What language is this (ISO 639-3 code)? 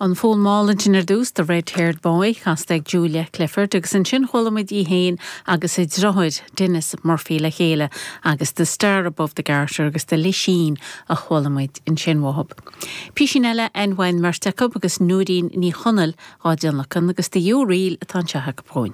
gle